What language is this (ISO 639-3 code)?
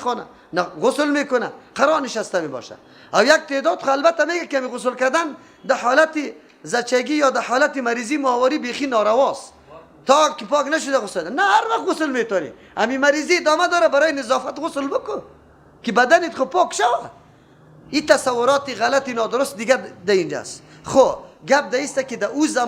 fas